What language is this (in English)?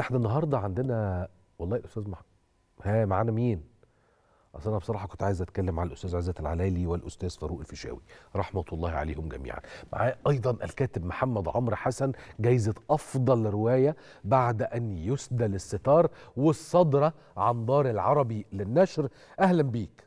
Egyptian Arabic